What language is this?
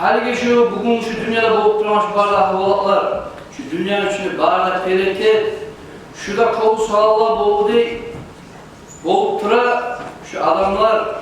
Kumyk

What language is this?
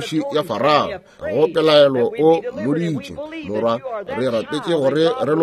Northern Sotho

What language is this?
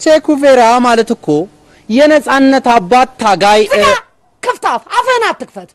Amharic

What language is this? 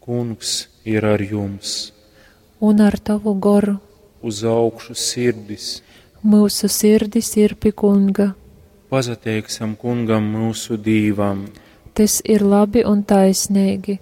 Latgalian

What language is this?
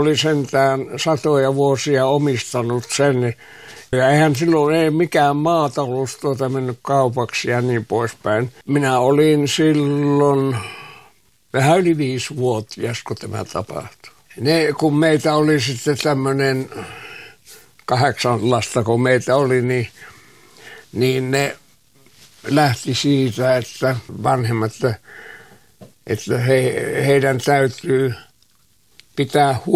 Finnish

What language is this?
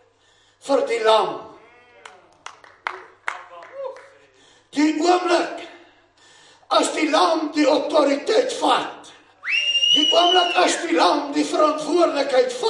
Afrikaans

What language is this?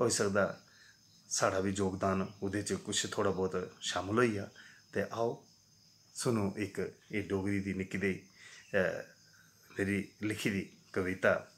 Dogri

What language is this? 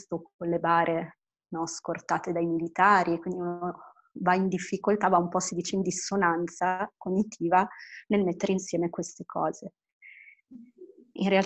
Italian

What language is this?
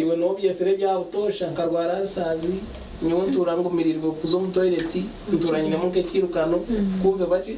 Nyankole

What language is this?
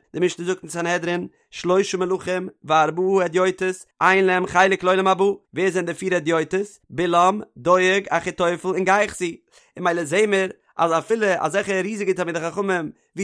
Yiddish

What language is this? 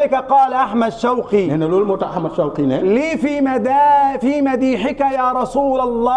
Wolof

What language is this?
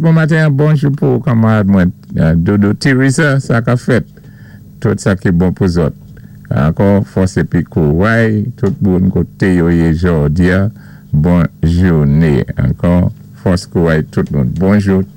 Saint Lucian Creole French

